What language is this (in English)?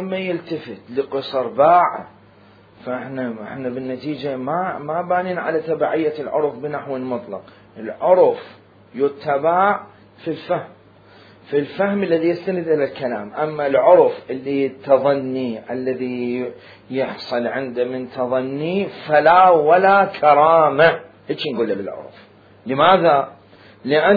Mesopotamian Arabic